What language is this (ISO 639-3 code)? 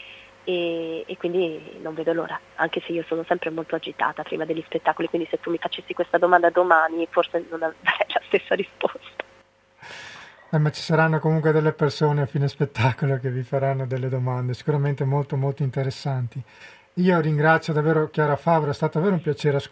ita